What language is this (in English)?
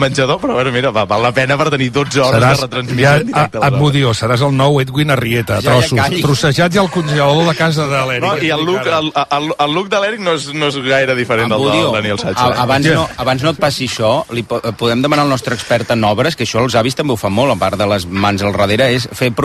Catalan